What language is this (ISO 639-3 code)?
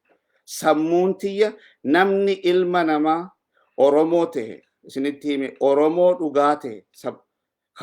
orm